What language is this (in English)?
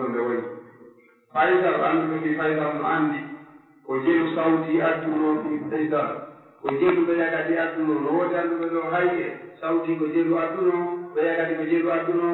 Pular